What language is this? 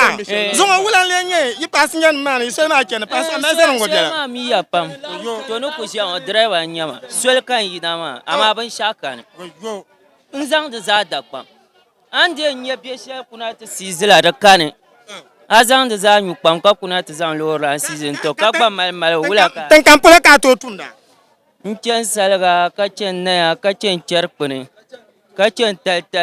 Dagbani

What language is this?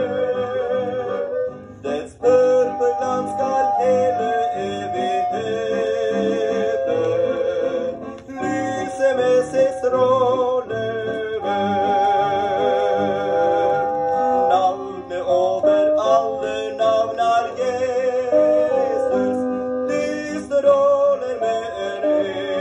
Norwegian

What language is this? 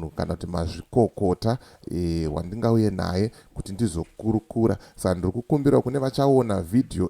Shona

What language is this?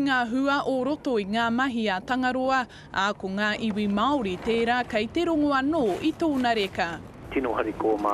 Māori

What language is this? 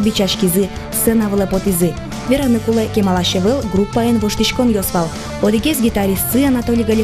Udmurt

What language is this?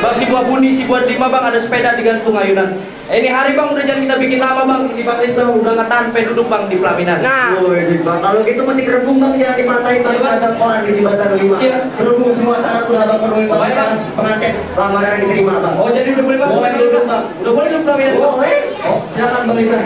Betawi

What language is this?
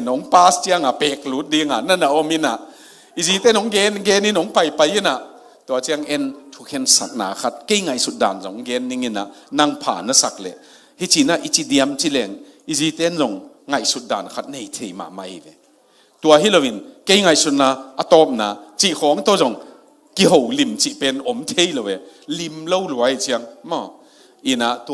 Tedim Chin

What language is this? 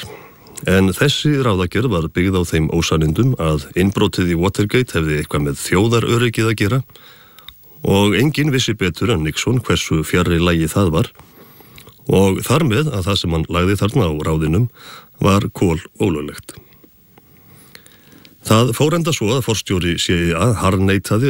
Icelandic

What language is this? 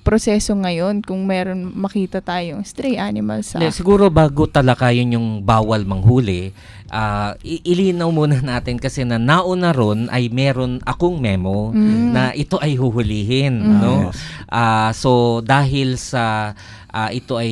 Filipino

